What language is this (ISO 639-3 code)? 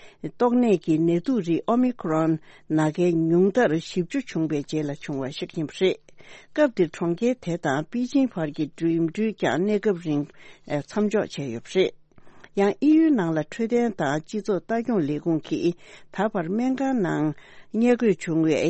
bod